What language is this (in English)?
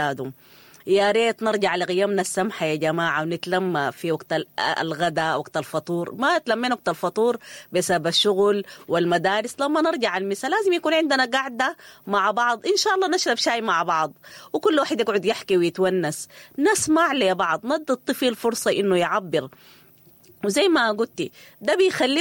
Sudanese Arabic